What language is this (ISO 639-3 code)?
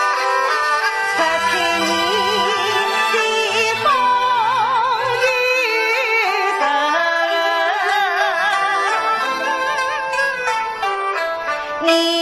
zho